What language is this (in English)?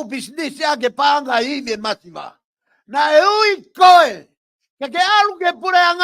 Tongan